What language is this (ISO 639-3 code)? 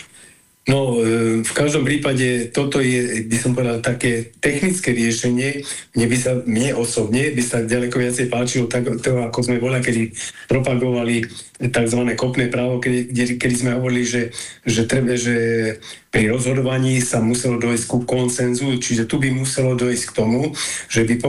slk